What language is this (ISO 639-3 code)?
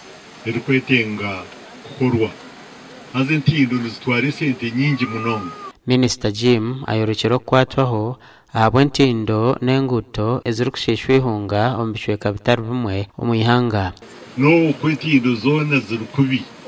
nyn